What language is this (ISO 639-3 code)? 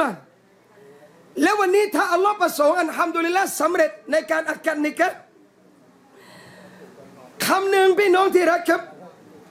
tha